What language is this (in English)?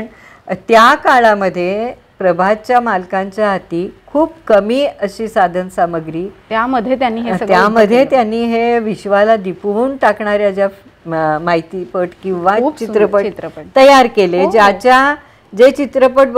Marathi